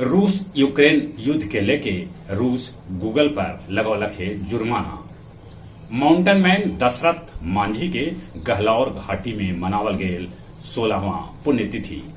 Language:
Magahi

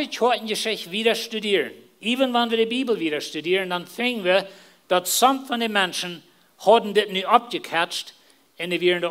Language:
Plautdietsch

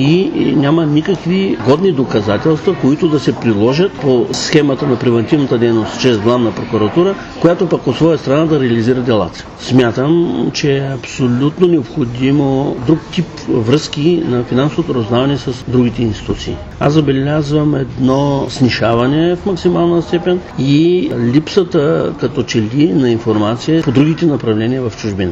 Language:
Bulgarian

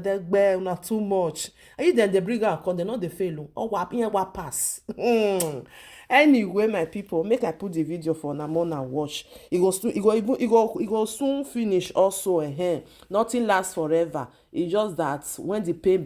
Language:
Nigerian Pidgin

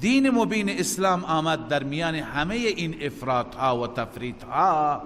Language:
Persian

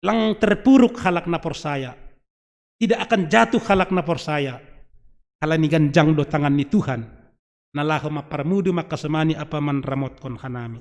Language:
Batak Simalungun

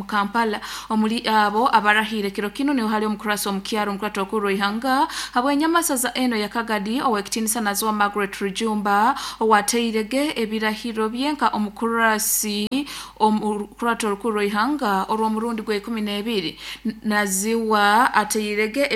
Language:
Nyoro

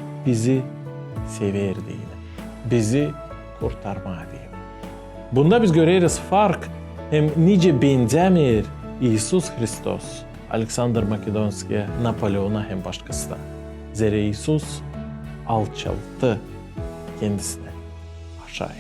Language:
Gagauz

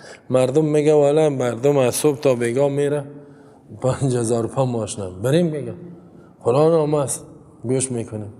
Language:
Persian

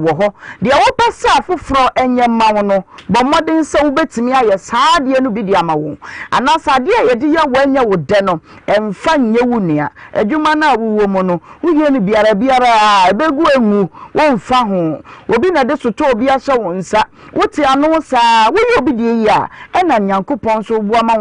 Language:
Akan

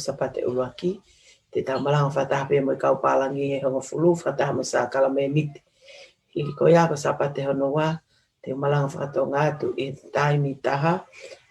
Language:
Tongan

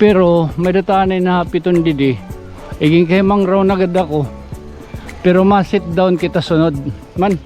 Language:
Waray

